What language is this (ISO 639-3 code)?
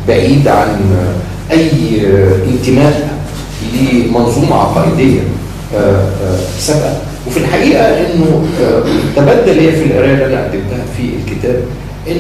arz